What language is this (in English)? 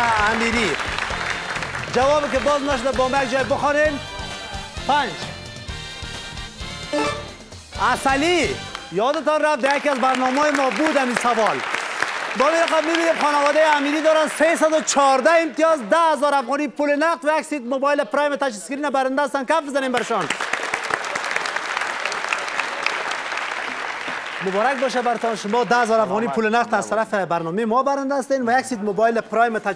Persian